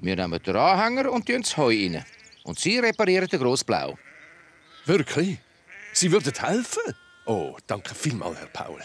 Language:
Swiss German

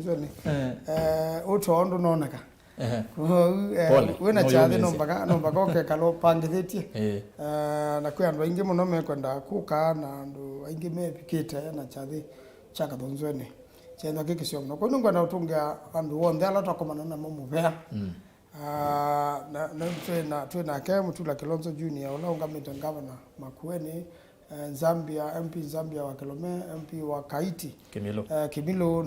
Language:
Kamba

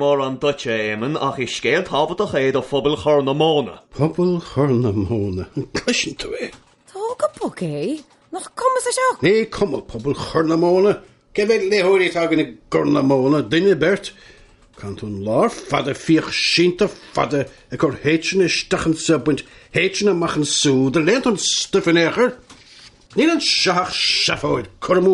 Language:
Irish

